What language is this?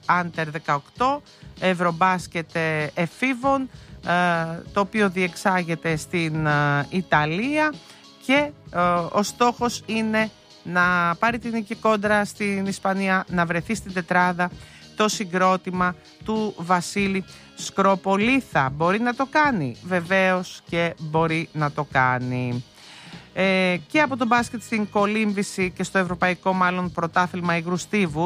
Greek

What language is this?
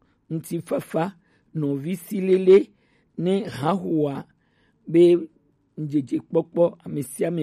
Gen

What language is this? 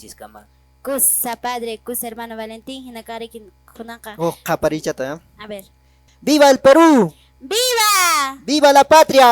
Quechua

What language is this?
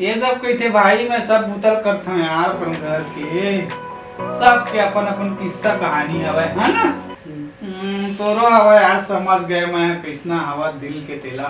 Chhattisgarhi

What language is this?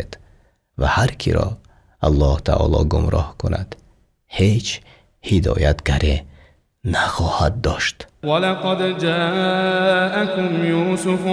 Tajik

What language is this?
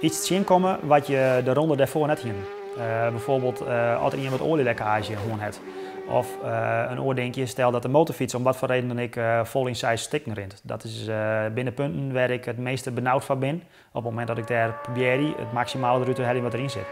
Western Frisian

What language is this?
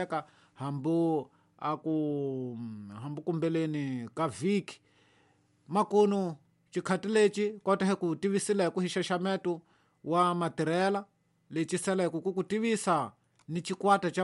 Tsonga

